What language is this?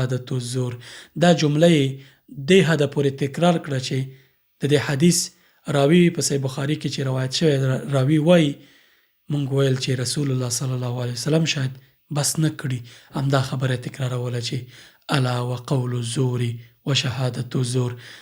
Pashto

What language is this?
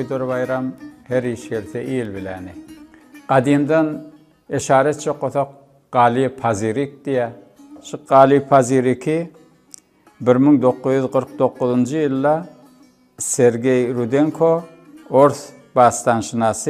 Turkmen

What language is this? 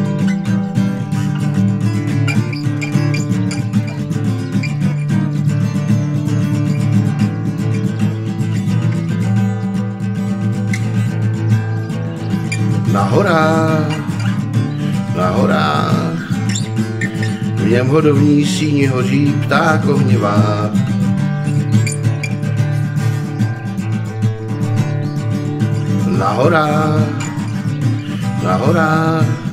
Czech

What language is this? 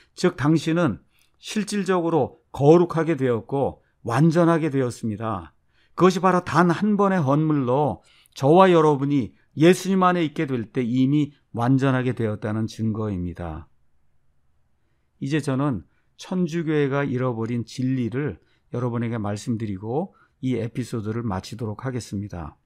Korean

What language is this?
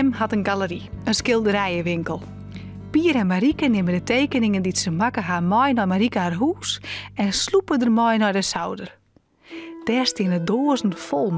Western Frisian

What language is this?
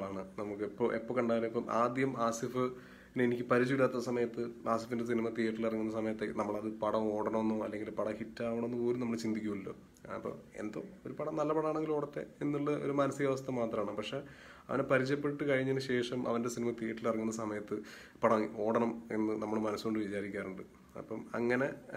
Malayalam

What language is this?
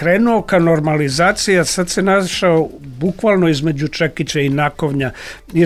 Serbian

